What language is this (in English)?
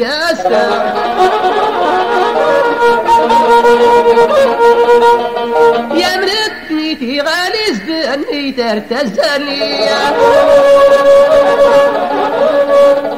Tachelhit